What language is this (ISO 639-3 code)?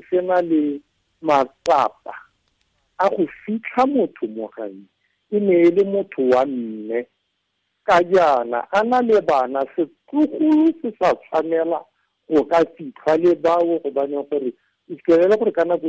tsn